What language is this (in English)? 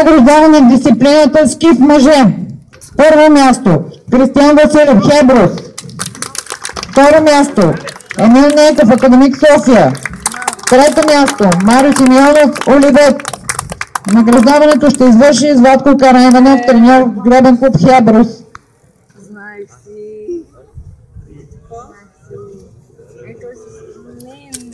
Bulgarian